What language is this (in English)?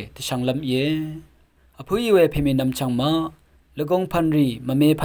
Rawang